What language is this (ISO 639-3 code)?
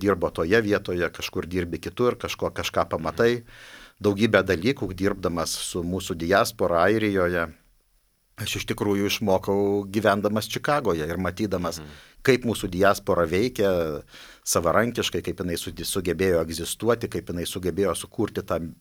lit